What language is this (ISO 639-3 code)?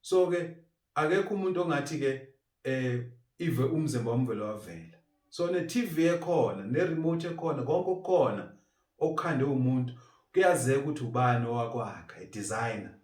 zul